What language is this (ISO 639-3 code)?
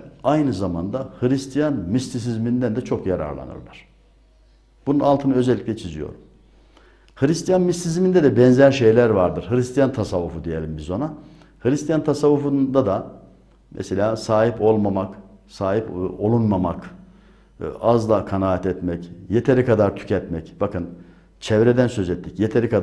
tur